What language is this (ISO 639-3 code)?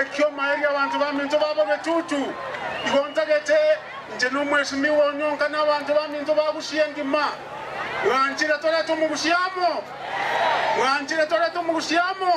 guz